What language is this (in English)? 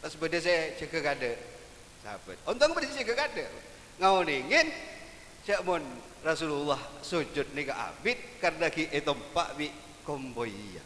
Madurese